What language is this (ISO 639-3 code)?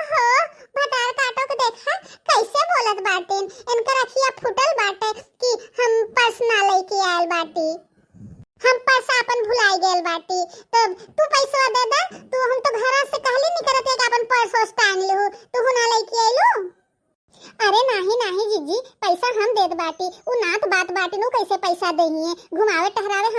bho